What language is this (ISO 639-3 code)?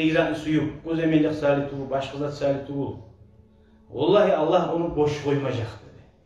kum